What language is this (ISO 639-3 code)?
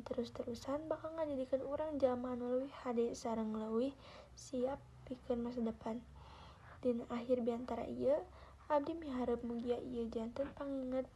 sun